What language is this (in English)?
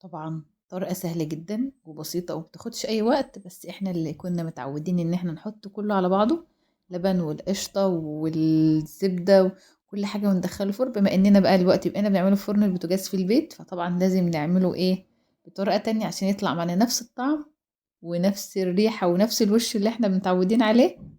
Egyptian Arabic